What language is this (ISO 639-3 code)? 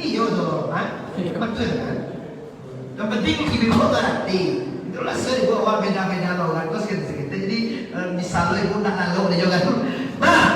min